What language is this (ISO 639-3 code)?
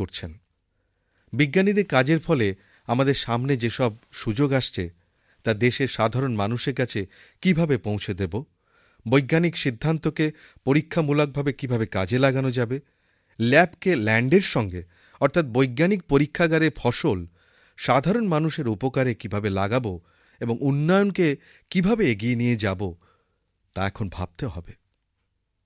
ben